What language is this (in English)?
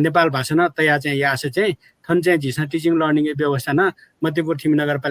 Newari